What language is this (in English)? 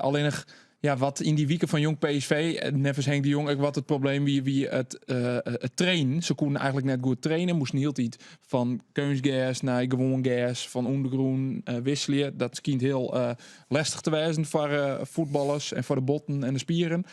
Western Frisian